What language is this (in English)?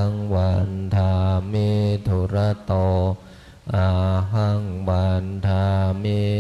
Pali